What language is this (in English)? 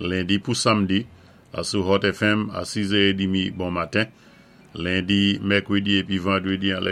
Saint Lucian Creole French